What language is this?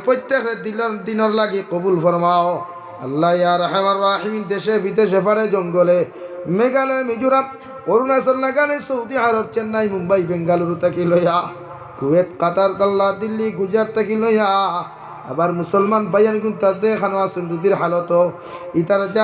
Sylheti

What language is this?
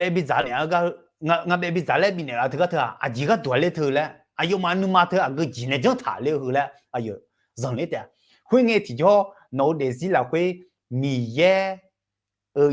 Akha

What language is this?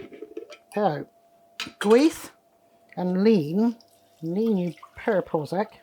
Cornish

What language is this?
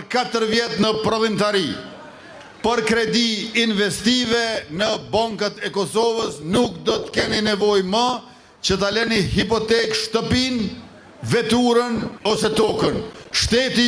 Albanian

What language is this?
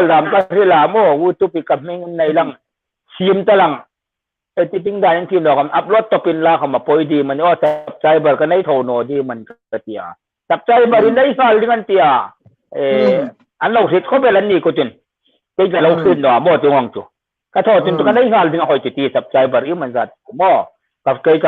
Hmar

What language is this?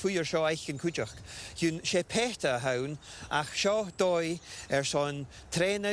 Scottish Gaelic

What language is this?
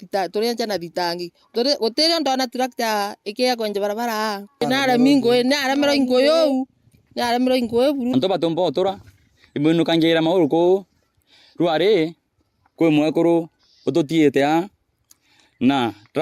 Meru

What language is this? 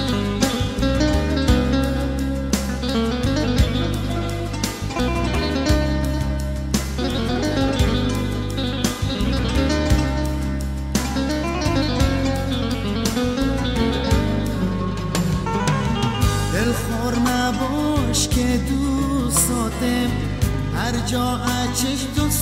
Persian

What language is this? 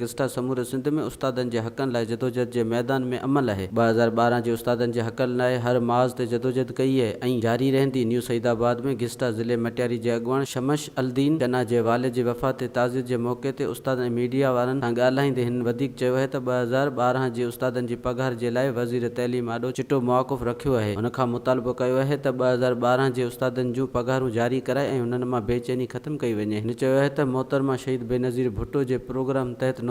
Sindhi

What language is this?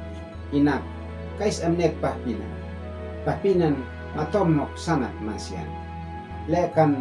Uab Meto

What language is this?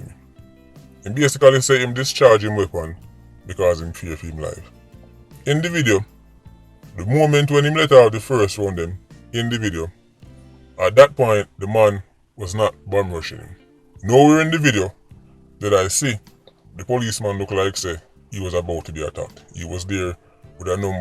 Jamaican Creole English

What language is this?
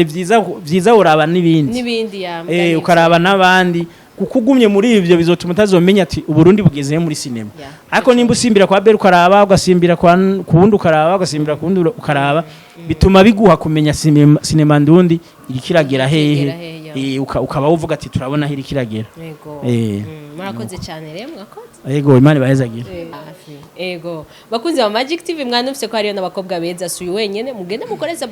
Rundi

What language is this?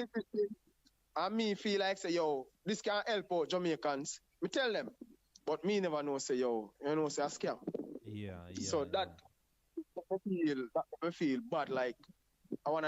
Jamaican Creole English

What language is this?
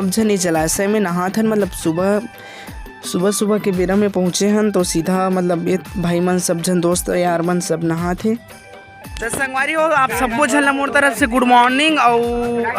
Chhattisgarhi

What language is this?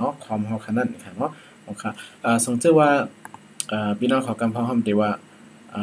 Shan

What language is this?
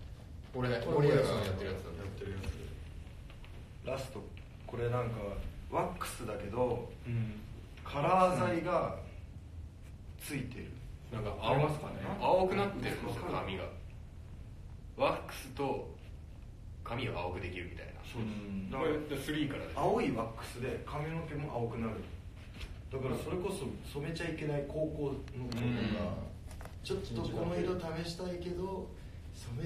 Japanese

